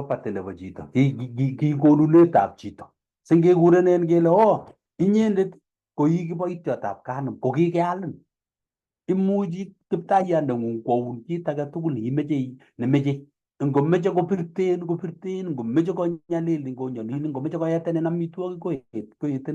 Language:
Kalenjin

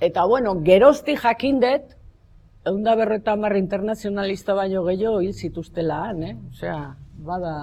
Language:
Basque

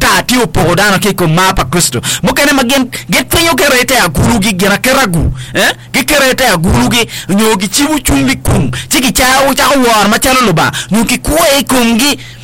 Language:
Acoli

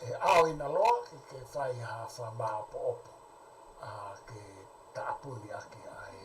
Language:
Tongan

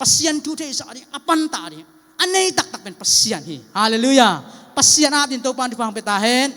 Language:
Tedim Chin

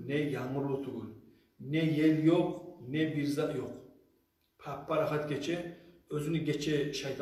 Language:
Kumyk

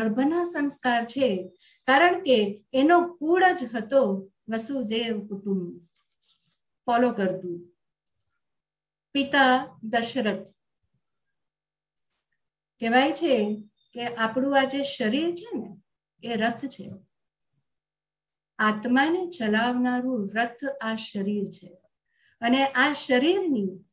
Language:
Gujarati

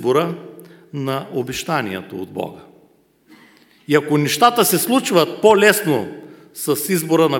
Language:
Bulgarian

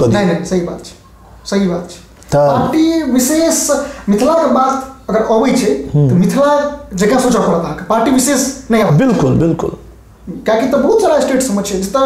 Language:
Maithili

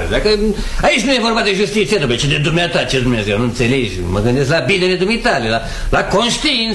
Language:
Romanian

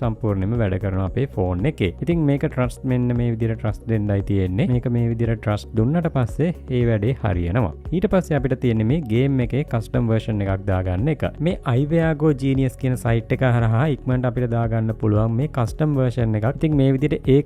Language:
Sinhala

